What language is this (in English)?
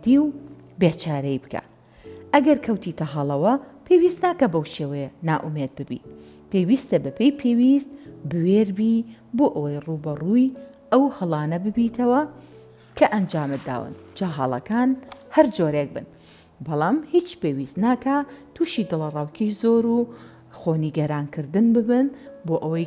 Central Kurdish